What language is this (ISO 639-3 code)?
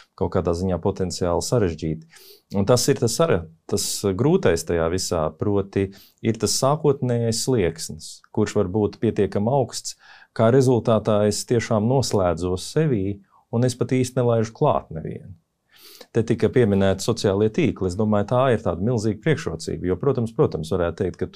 lav